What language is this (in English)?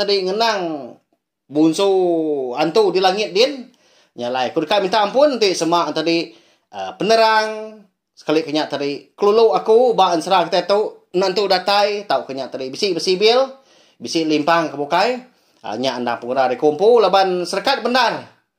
Iban